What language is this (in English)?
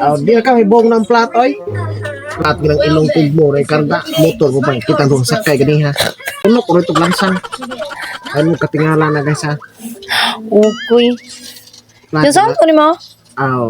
Cebuano